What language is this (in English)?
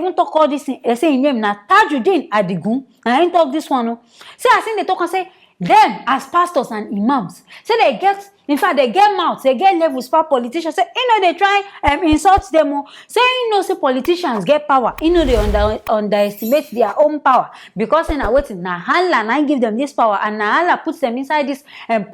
Nigerian Pidgin